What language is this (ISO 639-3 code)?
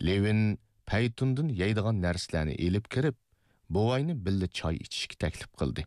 uig